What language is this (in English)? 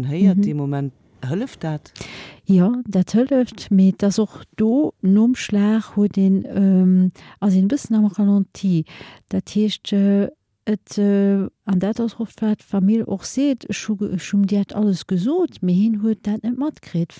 Luxembourgish